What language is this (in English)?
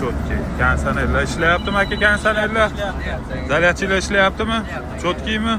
Uzbek